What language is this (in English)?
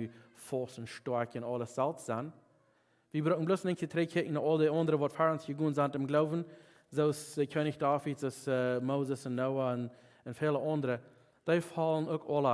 Plautdietsch